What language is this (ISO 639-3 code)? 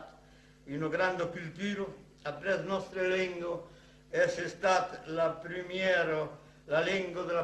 oci